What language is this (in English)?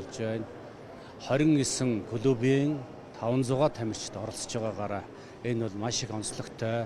Mongolian